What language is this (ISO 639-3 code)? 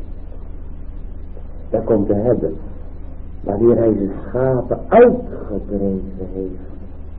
nld